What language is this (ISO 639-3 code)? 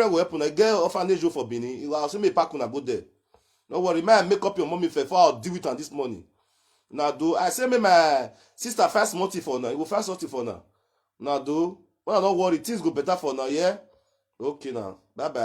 pcm